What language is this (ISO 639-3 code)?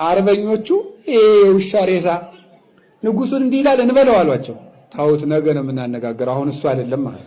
amh